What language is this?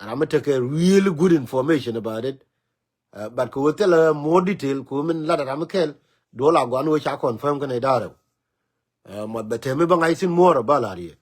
Nuer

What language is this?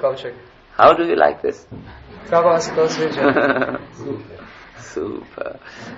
Croatian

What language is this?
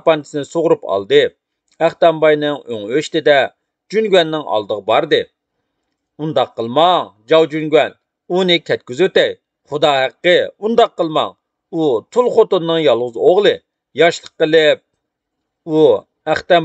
Uyghur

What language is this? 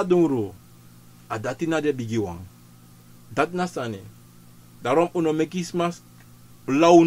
Sranan Tongo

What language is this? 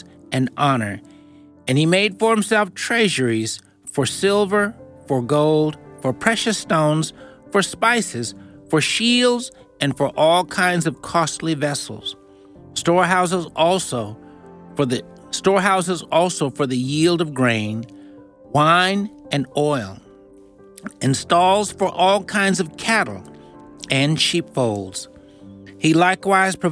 English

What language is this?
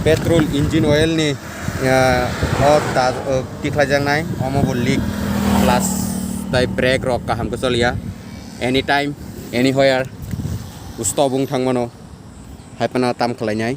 Kok Borok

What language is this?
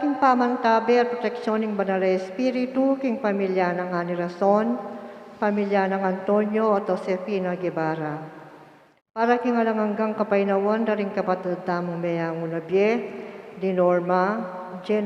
Pampanga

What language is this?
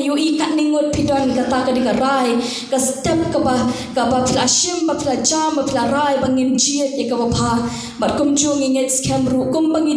Khasi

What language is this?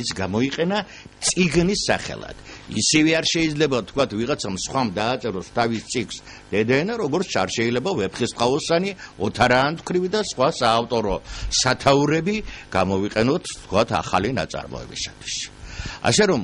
Georgian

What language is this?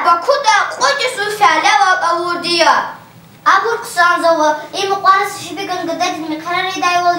Lezghian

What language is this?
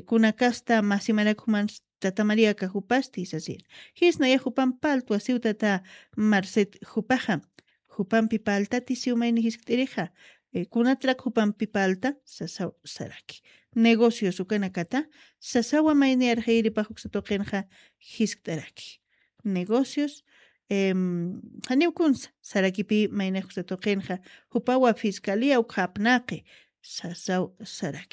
Aymara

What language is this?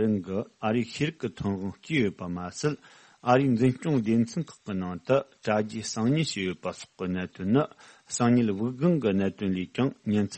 Tibetan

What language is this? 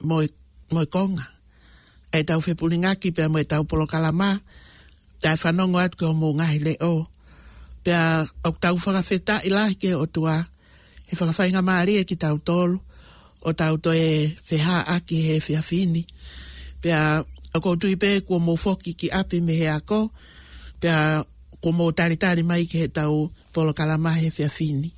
Tongan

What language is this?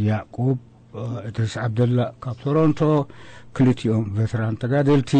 Tigrinya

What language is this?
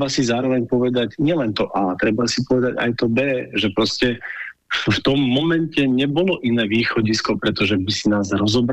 Slovak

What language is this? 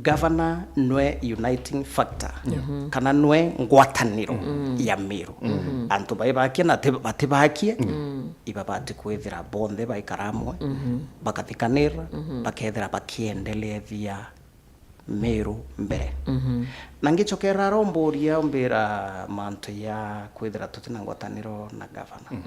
Meru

